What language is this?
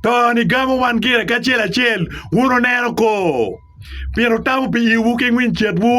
Acoli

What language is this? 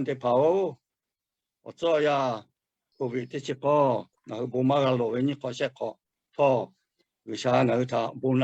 Lahu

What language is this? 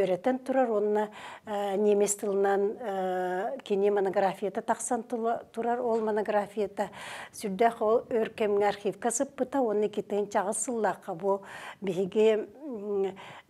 Yakut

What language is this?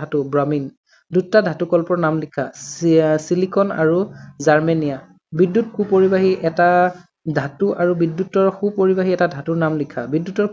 Assamese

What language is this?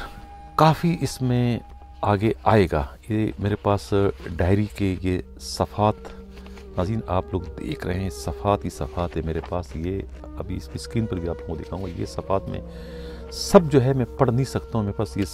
Urdu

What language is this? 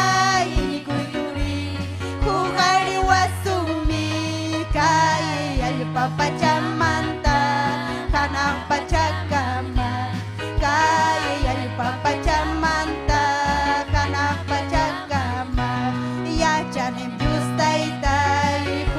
Ayacucho Quechua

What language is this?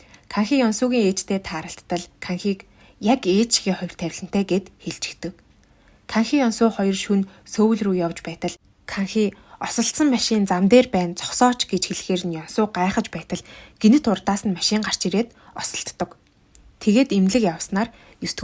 Mongolian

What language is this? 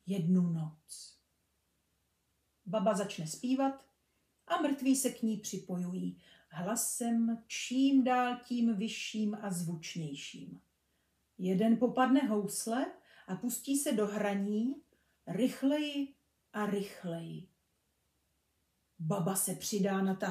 Czech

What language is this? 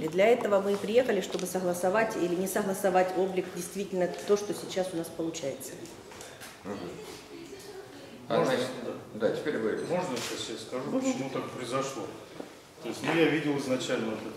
Russian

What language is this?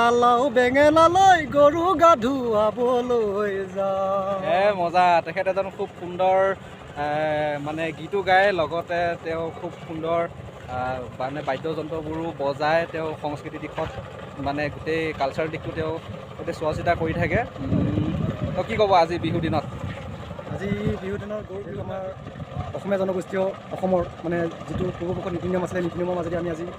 Assamese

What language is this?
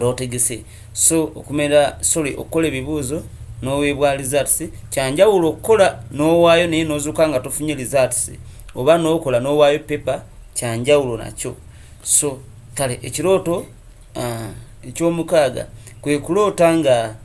Ganda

